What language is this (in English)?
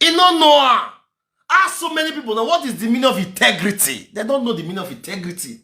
Nigerian Pidgin